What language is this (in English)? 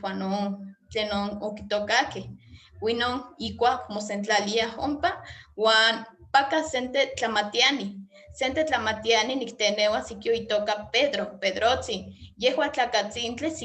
Eastern Huasteca Nahuatl